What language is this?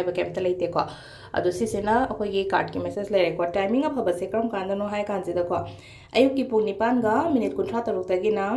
Manipuri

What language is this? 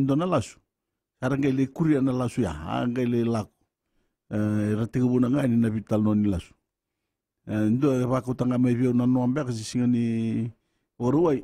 Fijian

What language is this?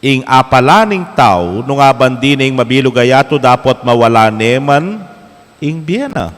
Pampanga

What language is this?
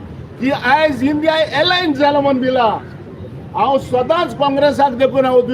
Konkani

